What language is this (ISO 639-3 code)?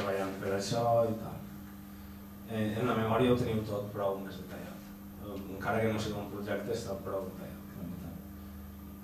cat